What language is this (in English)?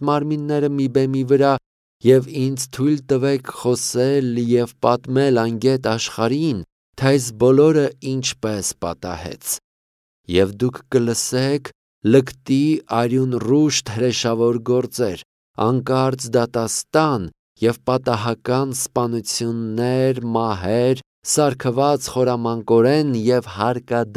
Armenian